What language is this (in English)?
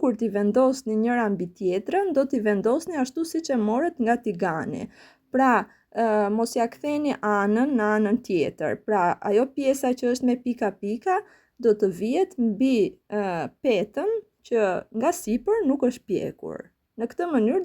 Albanian